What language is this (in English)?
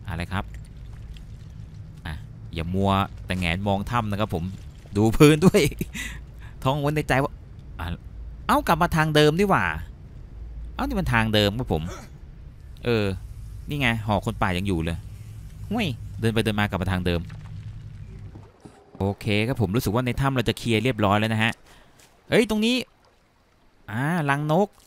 Thai